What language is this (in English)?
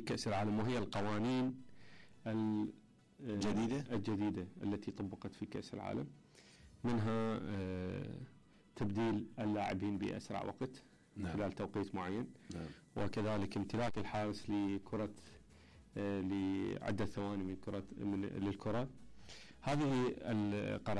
Mesopotamian Arabic